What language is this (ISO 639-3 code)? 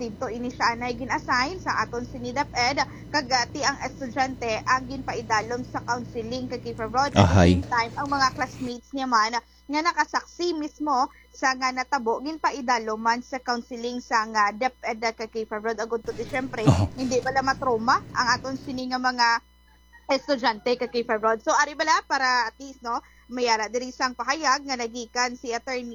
hil